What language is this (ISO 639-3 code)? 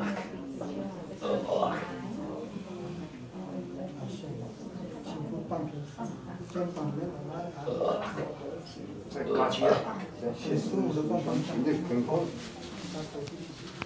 zho